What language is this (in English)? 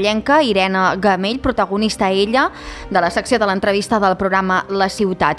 Catalan